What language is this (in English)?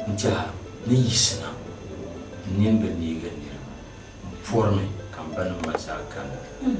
Dagbani